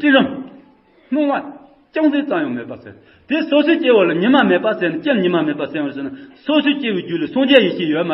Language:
Tibetan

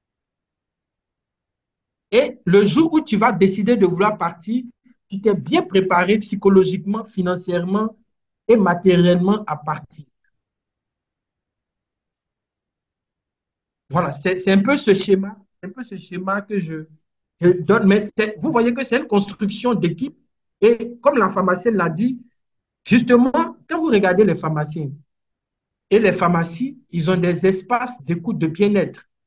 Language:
French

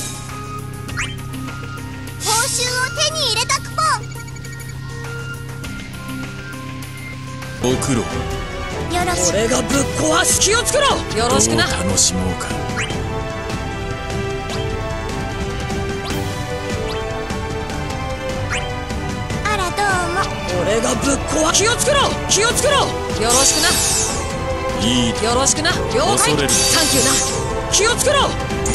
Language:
Japanese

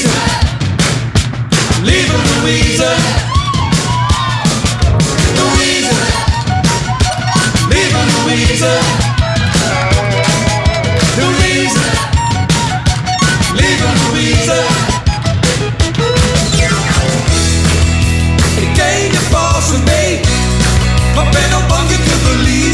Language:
Dutch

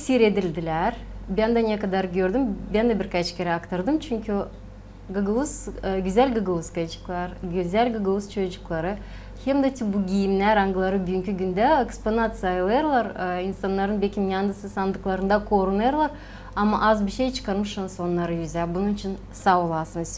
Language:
Gagauz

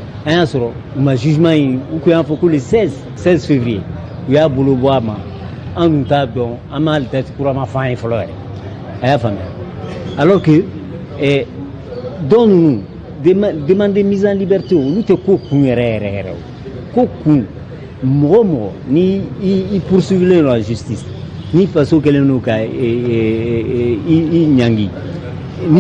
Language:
Bambara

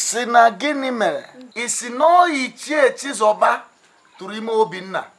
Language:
Igbo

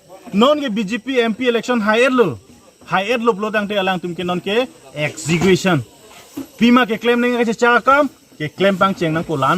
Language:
Karbi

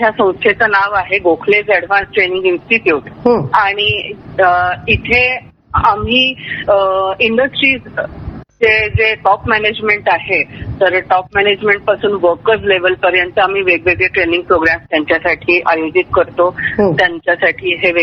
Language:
Marathi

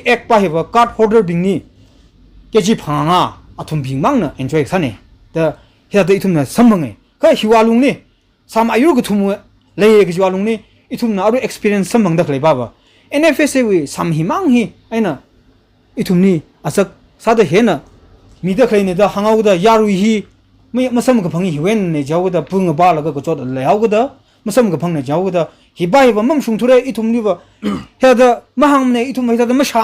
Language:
Tangkhul Naga (India)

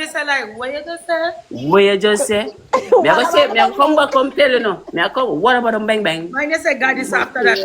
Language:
Jamaican Creole English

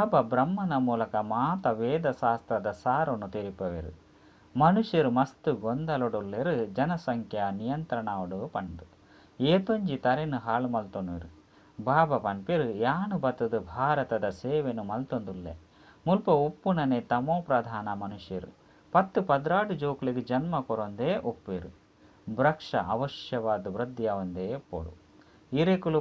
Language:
Tulu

